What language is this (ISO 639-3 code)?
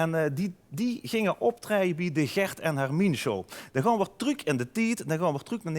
lim